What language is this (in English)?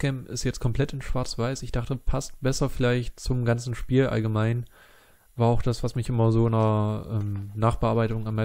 German